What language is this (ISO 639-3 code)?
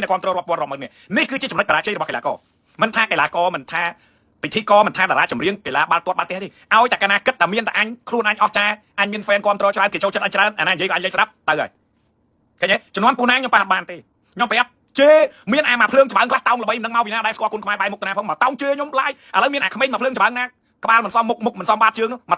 khm